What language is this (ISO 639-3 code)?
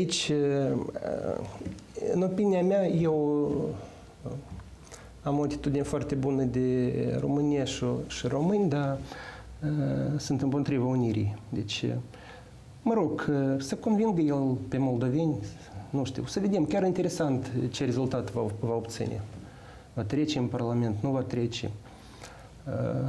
ron